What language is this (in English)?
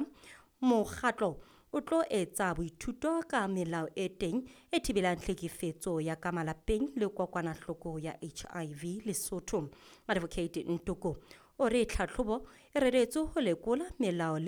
Southern Sotho